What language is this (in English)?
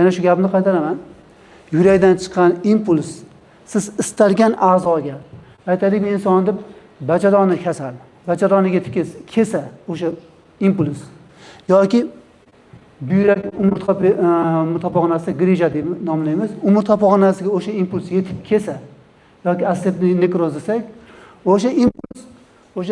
Uzbek